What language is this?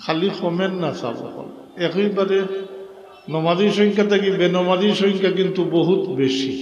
Sylheti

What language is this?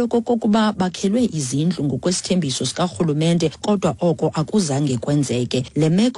Xhosa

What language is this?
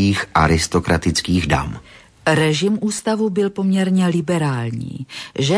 Czech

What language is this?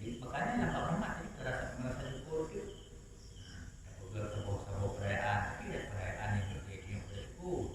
Achinese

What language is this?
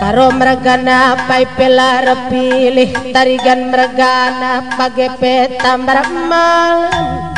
Batak Karo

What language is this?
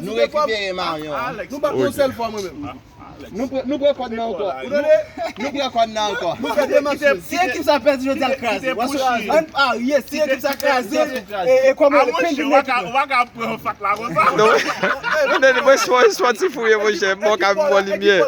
Haitian Creole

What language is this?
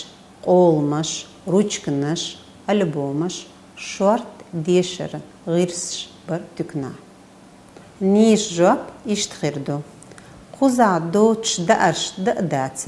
Chechen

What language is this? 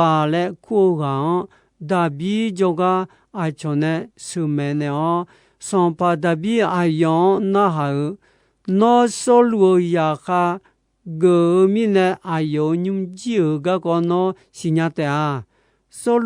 Akha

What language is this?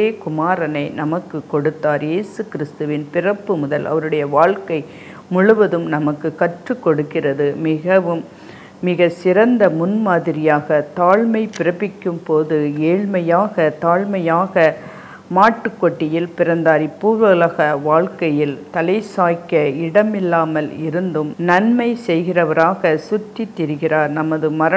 Tamil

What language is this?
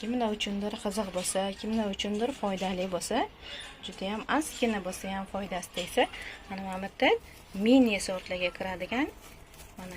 Uzbek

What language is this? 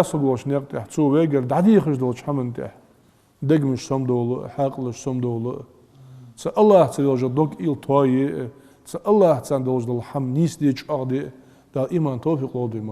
Ingush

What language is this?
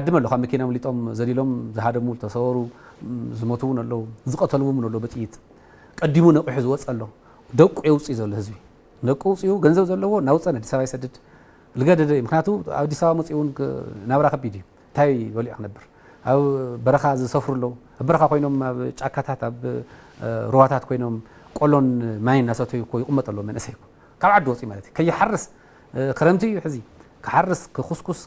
Tigrinya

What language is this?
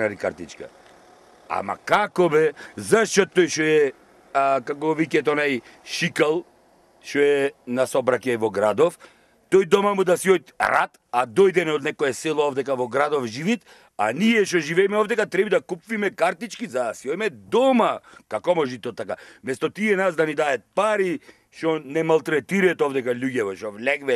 Macedonian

